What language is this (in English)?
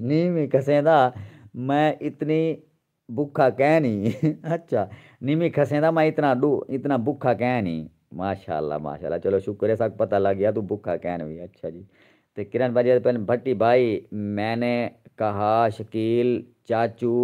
Saraiki